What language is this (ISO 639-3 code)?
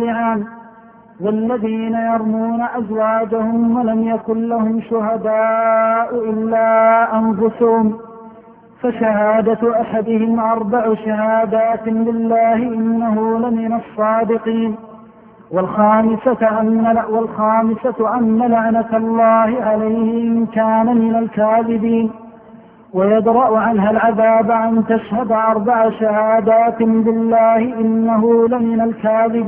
ara